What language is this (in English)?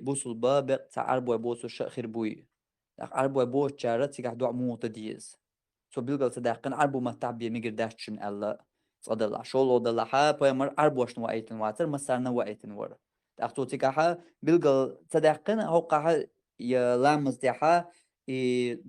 Chechen